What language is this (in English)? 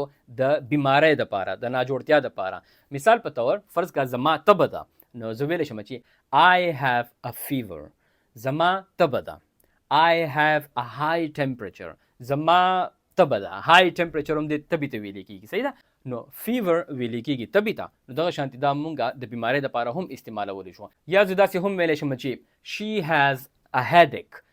Pashto